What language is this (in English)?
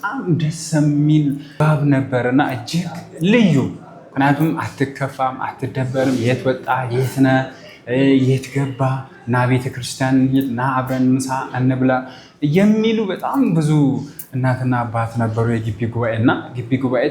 Amharic